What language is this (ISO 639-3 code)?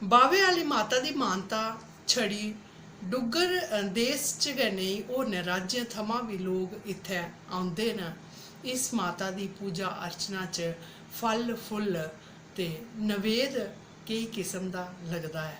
doi